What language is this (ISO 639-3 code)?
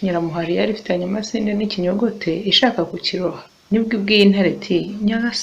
kin